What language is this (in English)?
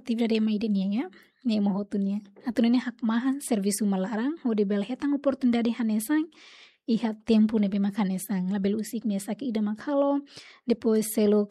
Tetum